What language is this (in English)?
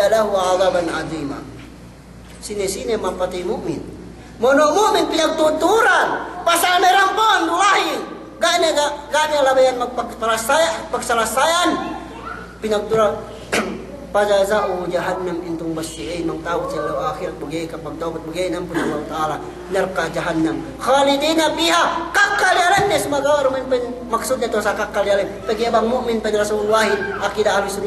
Yakan